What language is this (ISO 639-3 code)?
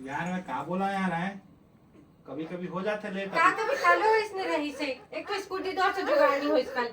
hne